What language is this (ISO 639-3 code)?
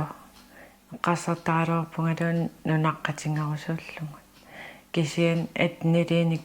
kal